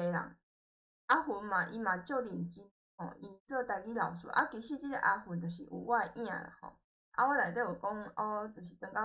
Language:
Min Nan Chinese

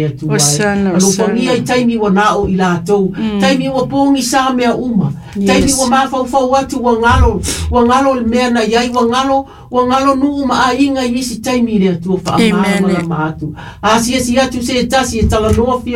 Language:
Samoan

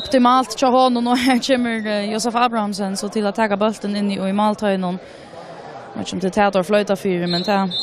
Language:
Faroese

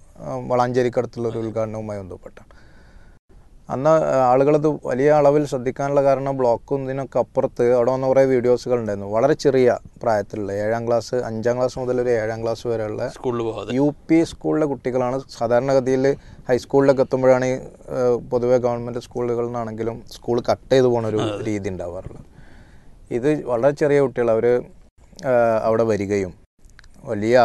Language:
Malayalam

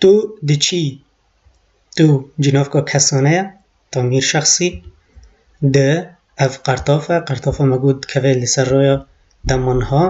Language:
Kurdish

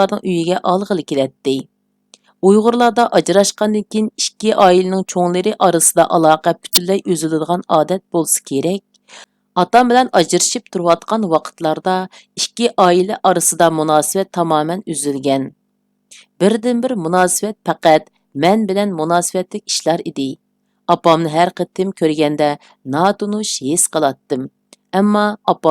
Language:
Uyghur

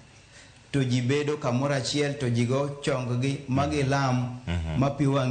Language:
Luo (Kenya and Tanzania)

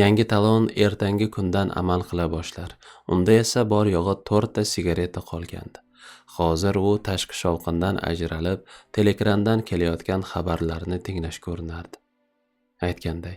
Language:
Uzbek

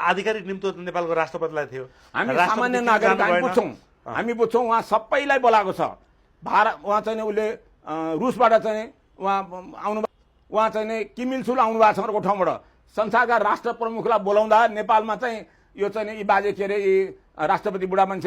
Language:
Nepali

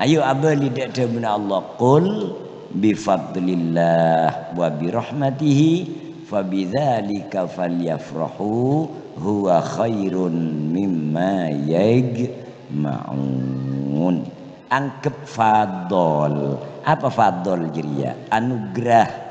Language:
Madurese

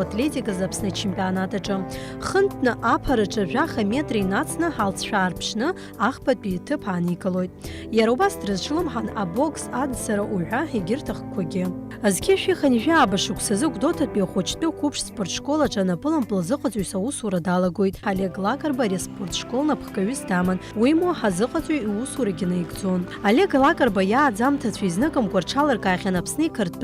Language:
Abkhazian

